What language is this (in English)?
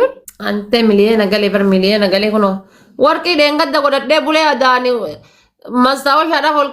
Oromo